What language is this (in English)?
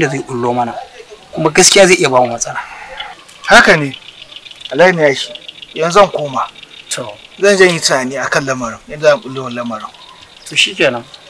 Hausa